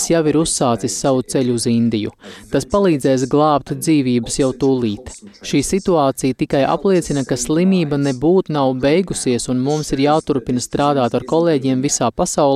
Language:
Latvian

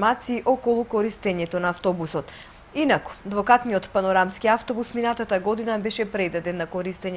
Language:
Macedonian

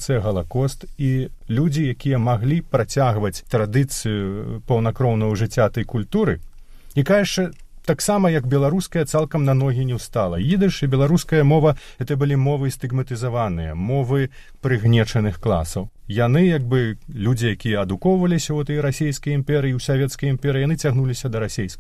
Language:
Belarusian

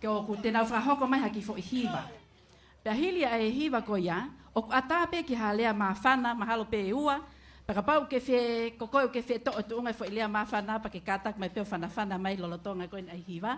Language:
Tongan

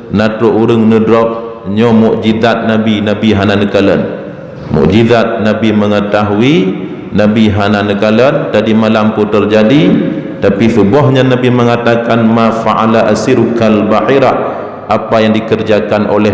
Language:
Achinese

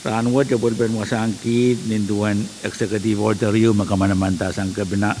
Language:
Pohnpeian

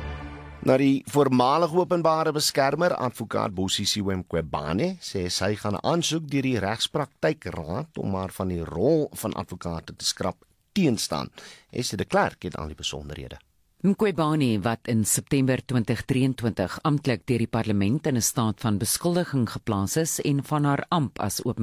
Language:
Afrikaans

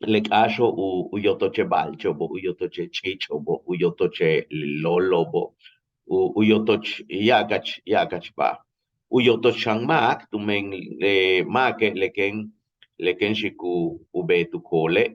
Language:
Yucateco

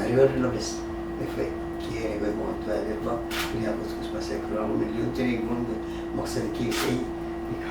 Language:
Divehi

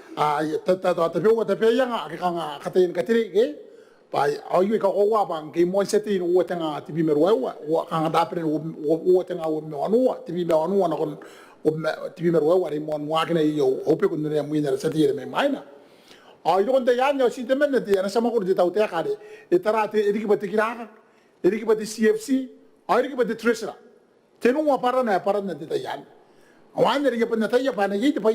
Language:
Gilbertese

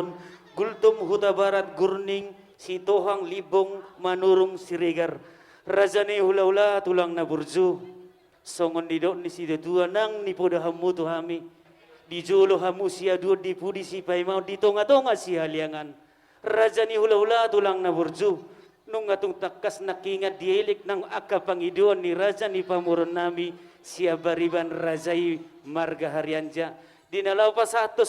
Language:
Batak Toba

